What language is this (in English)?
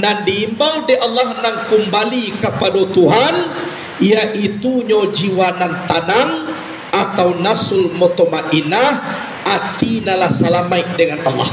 Minangkabau